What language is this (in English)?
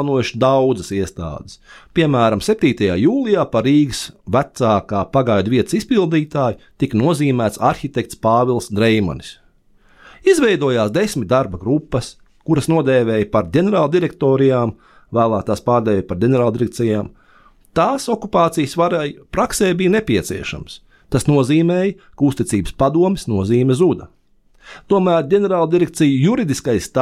Latvian